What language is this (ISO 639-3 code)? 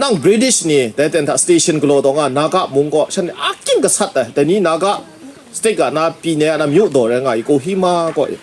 kac